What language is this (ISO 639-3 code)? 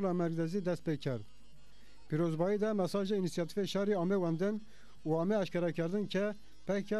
zza